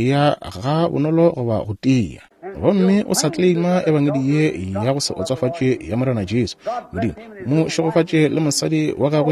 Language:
Northern Sotho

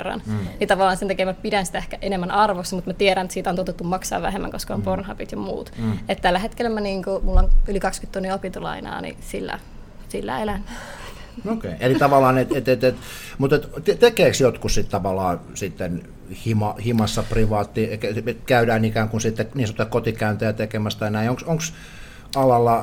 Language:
Finnish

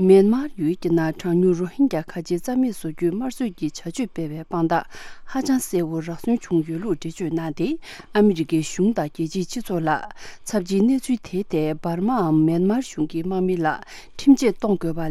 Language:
Tibetan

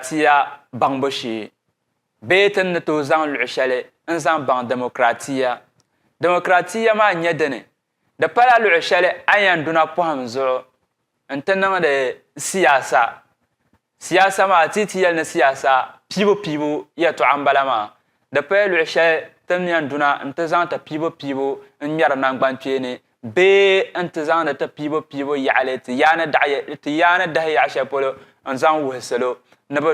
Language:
Dagbani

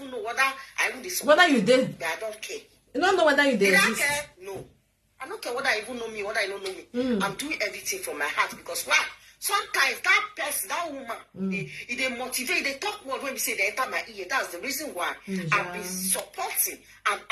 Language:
Nigerian Pidgin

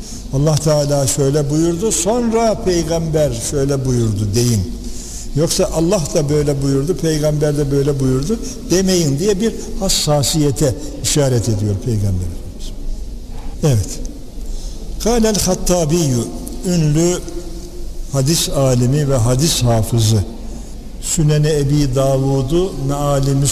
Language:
Turkish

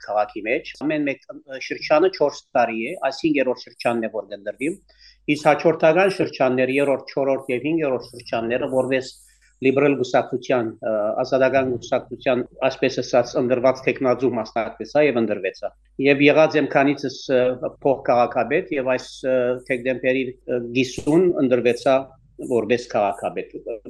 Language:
Western Armenian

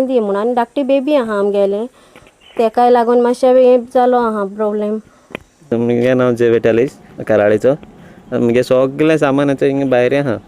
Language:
Konkani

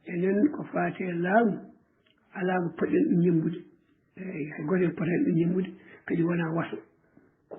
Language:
Fula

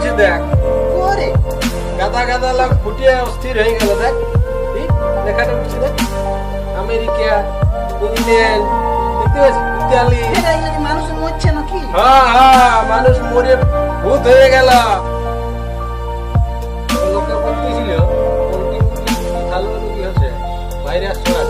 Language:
Bangla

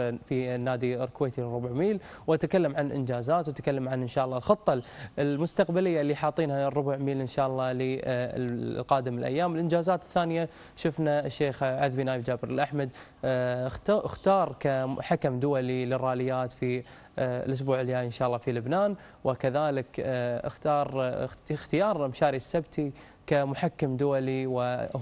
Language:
Gulf Arabic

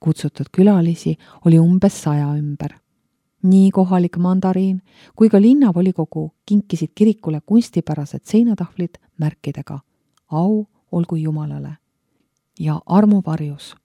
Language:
Estonian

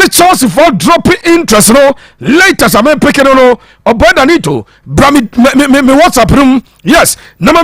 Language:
Akan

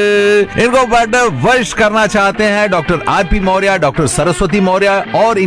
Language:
Hindi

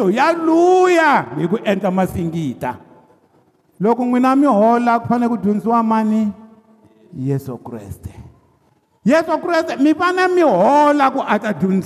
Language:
Tsonga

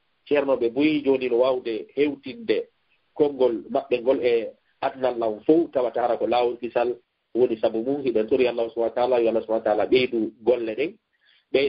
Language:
Fula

